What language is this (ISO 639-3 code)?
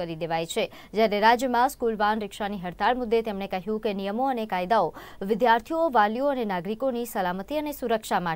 guj